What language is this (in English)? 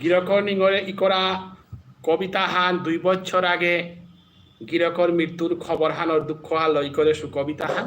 Bishnupriya